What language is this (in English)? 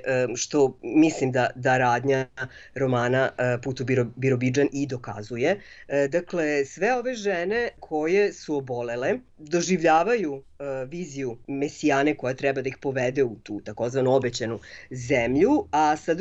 Serbian